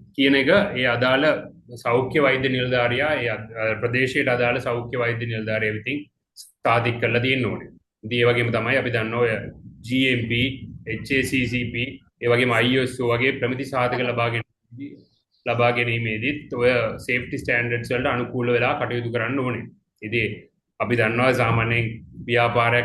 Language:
Sinhala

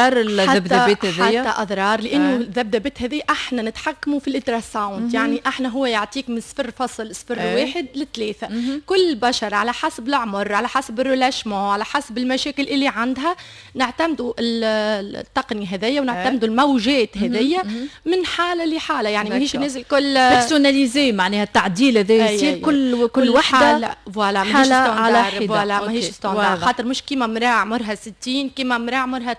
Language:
Tunisian Arabic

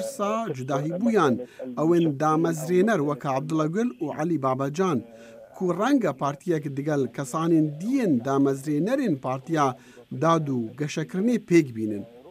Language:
Kurdish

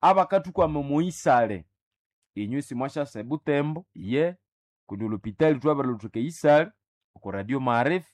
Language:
Nande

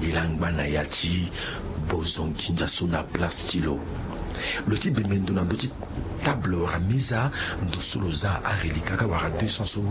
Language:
Sango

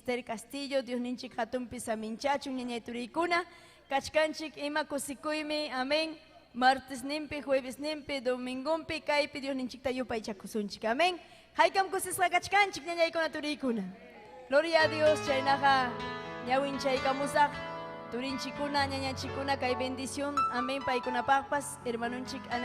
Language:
Ayacucho Quechua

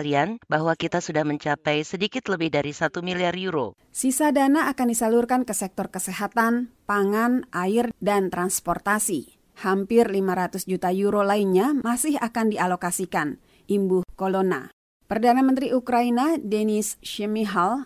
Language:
Indonesian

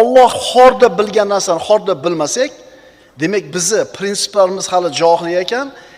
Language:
Uzbek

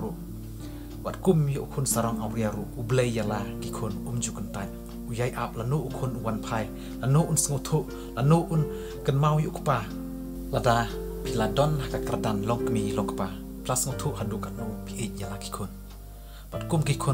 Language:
Khasi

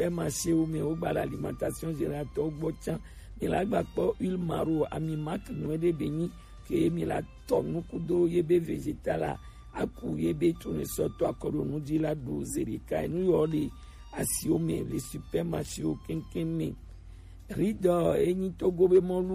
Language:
Gen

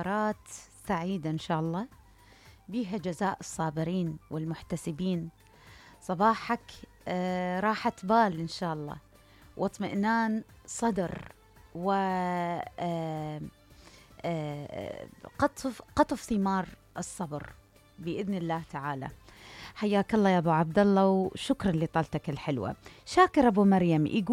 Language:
Mesopotamian Arabic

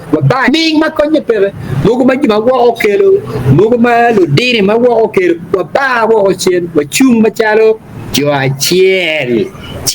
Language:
Acoli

